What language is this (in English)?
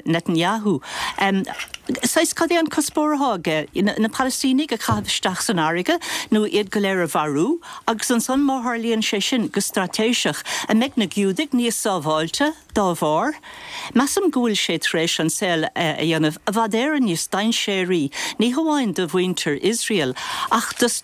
Irish